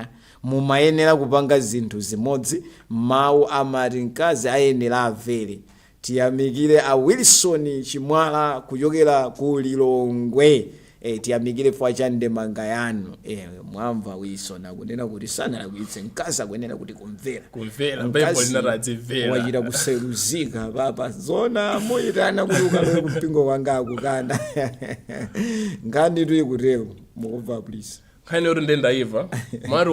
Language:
Nyanja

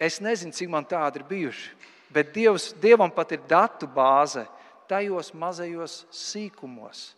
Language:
Latvian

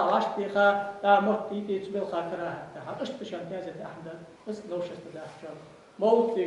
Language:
Ingush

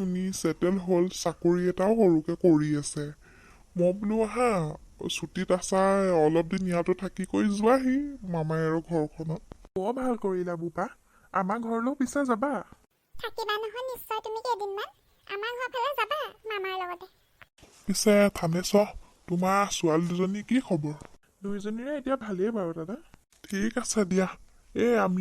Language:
Assamese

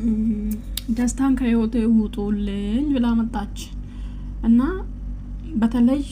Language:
Amharic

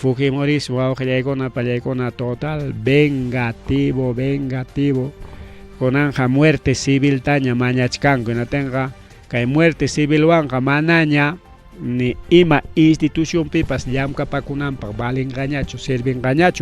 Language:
Ayacucho Quechua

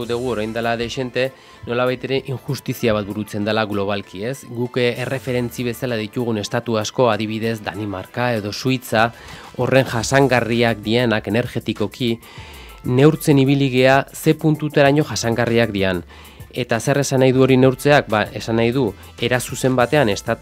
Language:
Basque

